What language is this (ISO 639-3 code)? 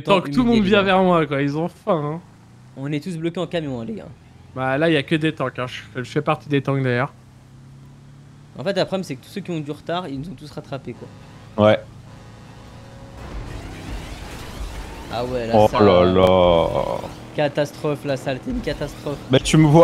fra